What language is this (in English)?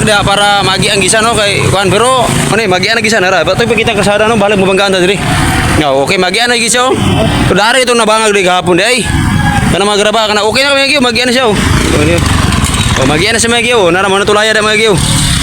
Cebuano